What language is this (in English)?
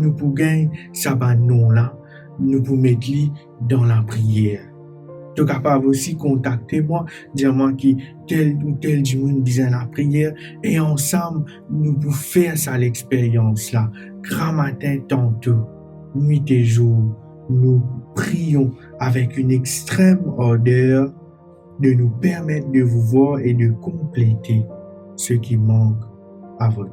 Morisyen